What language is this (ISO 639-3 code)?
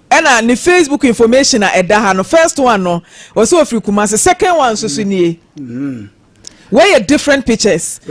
aka